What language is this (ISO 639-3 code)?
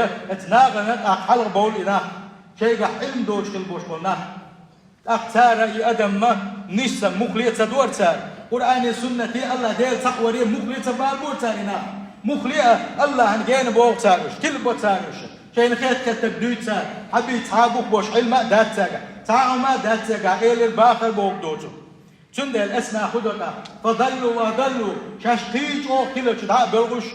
che